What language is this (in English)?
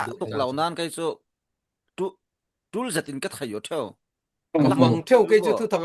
Falam Chin